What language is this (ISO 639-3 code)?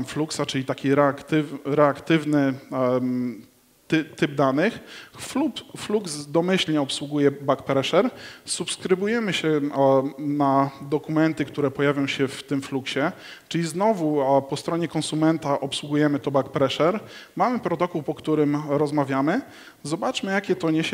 pol